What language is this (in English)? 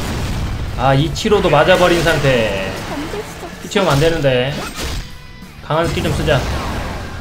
Korean